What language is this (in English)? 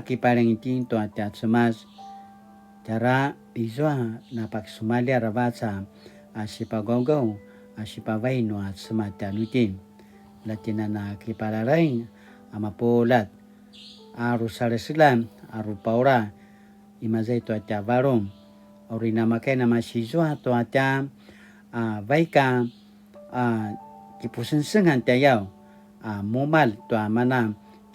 Paiwan